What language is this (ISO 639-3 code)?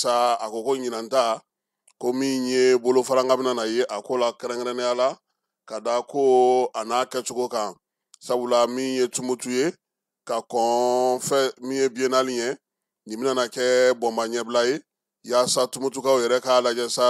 bam